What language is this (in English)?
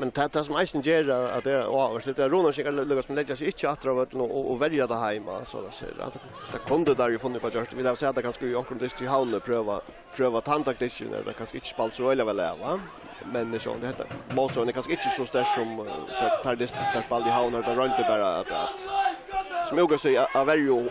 Faroese